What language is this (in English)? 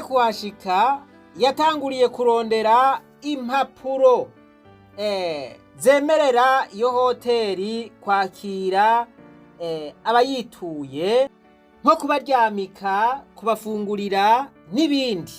Rundi